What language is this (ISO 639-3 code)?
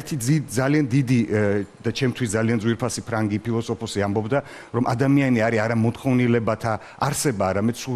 kat